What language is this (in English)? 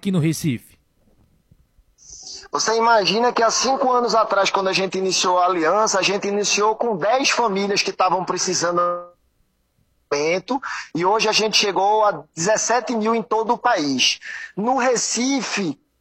Portuguese